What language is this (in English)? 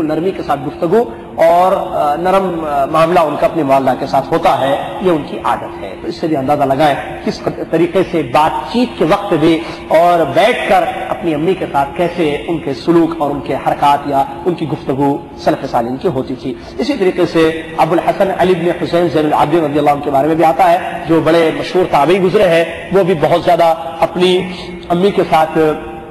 Urdu